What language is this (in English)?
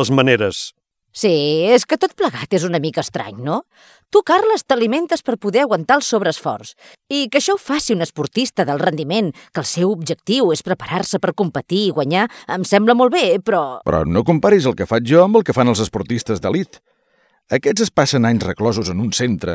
Catalan